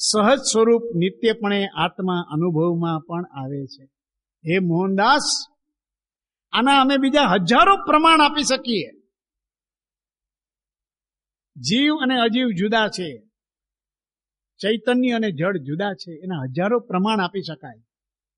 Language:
Gujarati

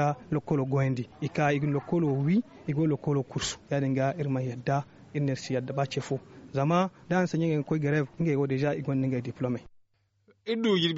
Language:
Zarma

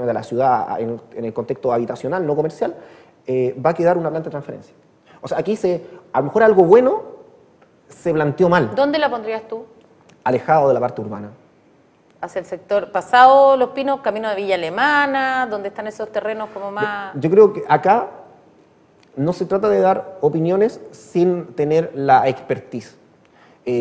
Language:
Spanish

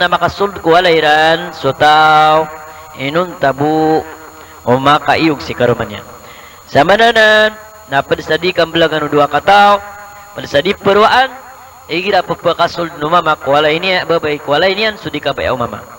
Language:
Maranao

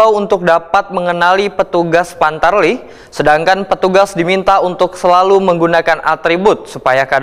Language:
Banjar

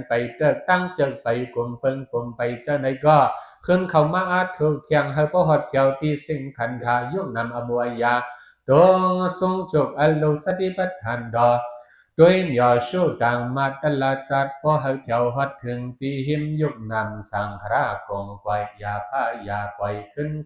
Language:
Shan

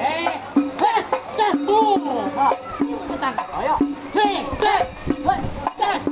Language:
Betawi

